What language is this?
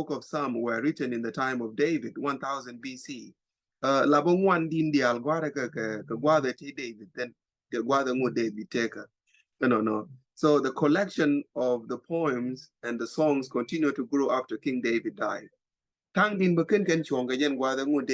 Nuer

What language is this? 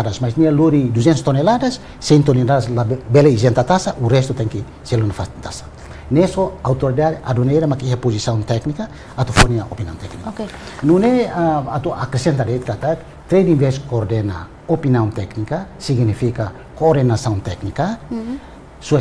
Tetum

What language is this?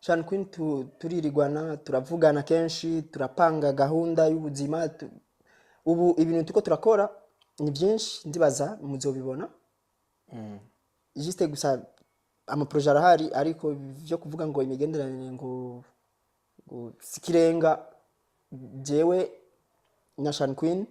Rundi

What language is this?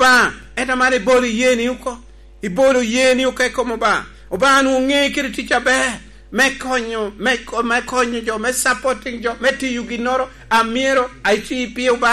Lango (Uganda)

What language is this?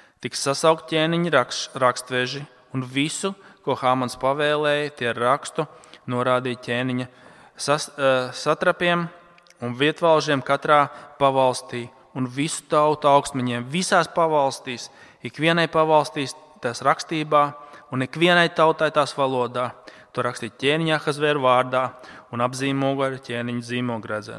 Latvian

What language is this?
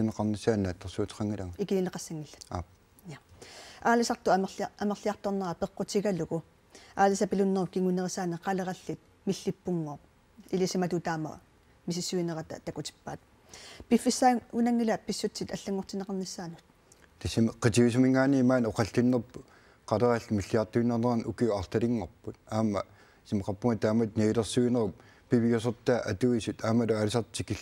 Kalaallisut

